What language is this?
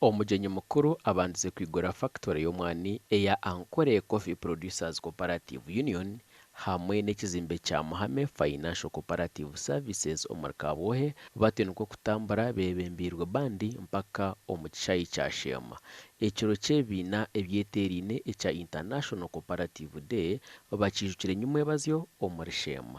Nyankole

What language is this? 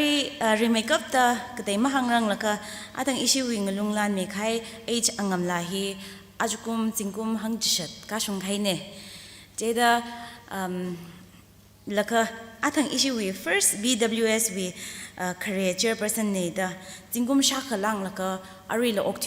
Tangkhul Naga (India)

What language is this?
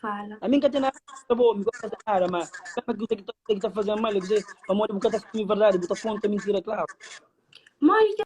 Kabuverdianu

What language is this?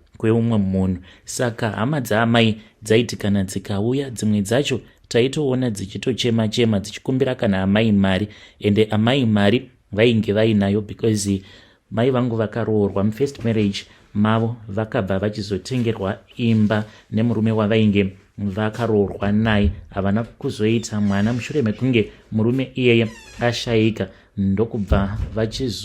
Shona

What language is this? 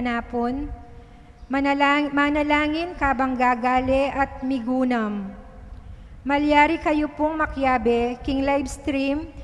Pampanga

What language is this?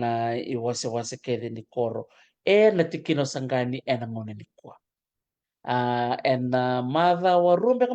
Fijian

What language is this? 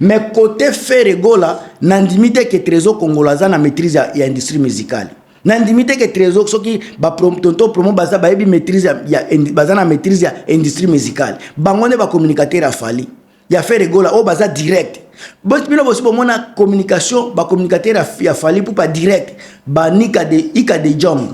Lingala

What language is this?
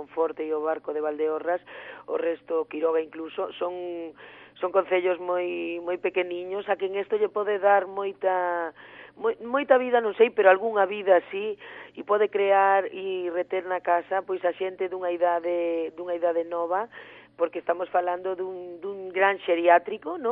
Galician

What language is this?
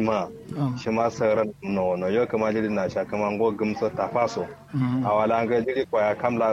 Kanuri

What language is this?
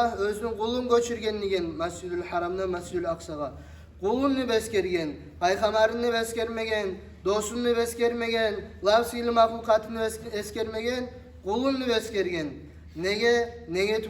Kumyk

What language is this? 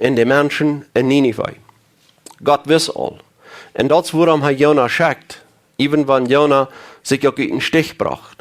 Plautdietsch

